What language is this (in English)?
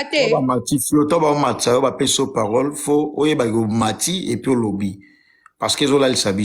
Lingala